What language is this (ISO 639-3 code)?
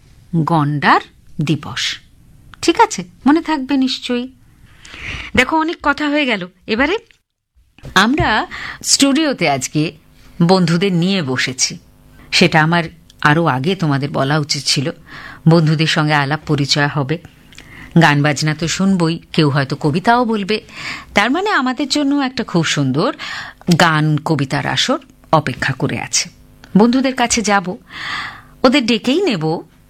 ben